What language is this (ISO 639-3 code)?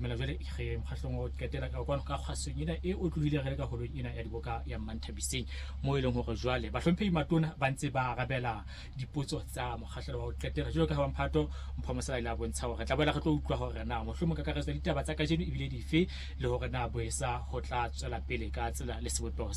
sot